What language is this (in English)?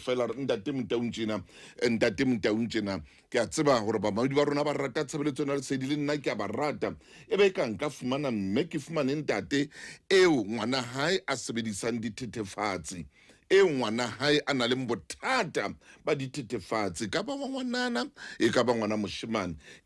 Southern Sotho